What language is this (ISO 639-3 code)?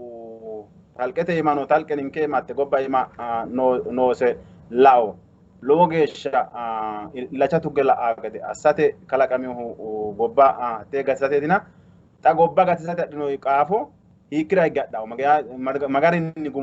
sid